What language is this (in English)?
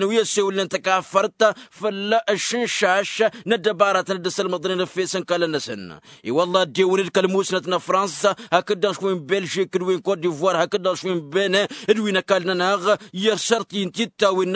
Tamasheq